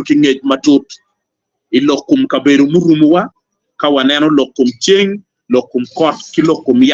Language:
Acoli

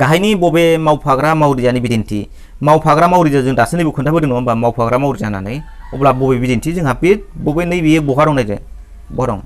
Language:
Bodo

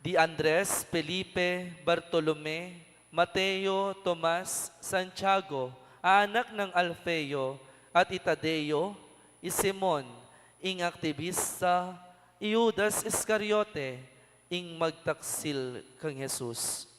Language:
Pampanga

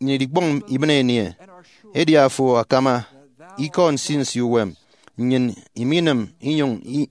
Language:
Efik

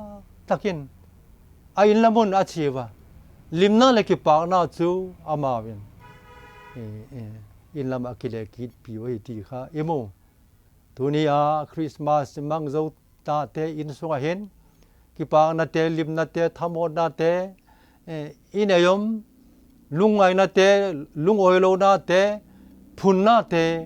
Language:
Vaiphei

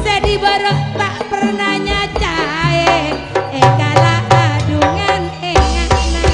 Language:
Madurese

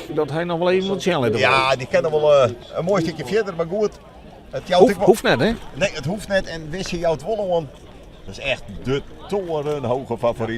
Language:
Western Frisian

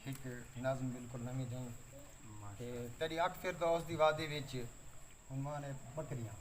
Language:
Saraiki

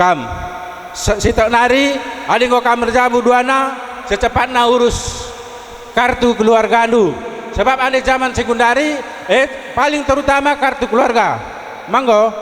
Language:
Batak Karo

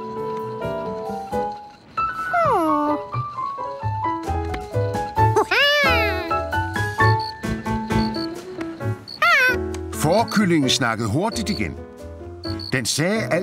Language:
Danish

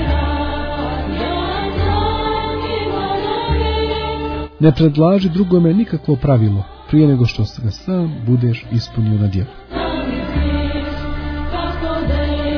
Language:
Croatian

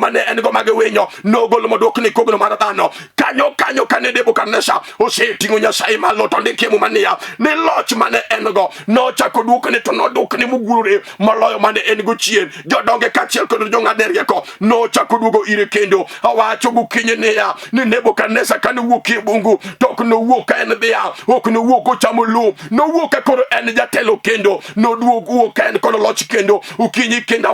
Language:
Luo (Kenya and Tanzania)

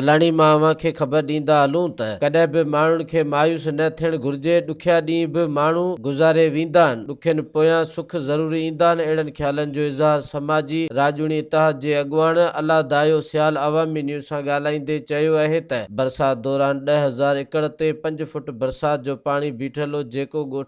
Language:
Sindhi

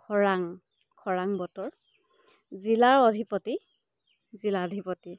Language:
Assamese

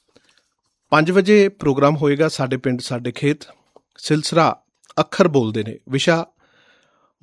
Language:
Punjabi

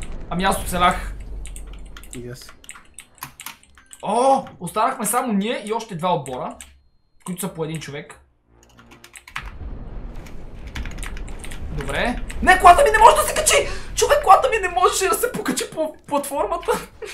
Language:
Bulgarian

